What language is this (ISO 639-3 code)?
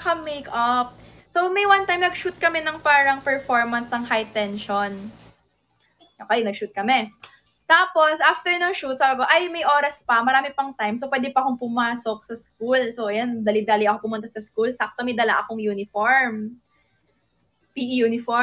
fil